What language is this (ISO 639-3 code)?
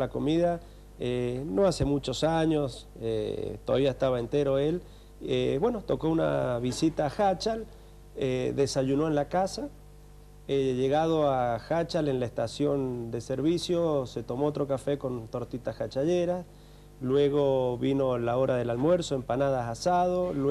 spa